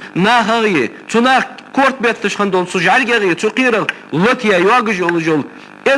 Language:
Ingush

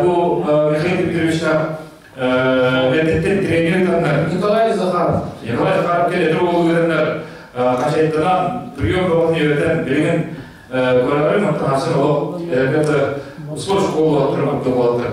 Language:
Yakut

